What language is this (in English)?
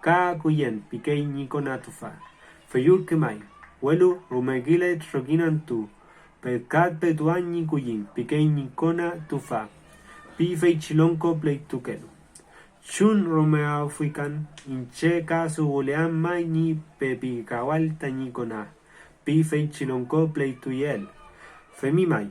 Mapuche